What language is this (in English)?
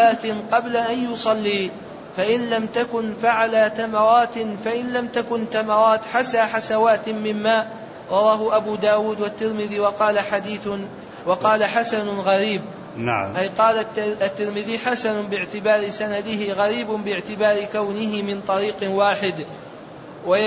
Arabic